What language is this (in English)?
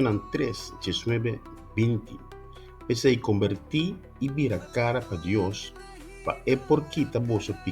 Papiamento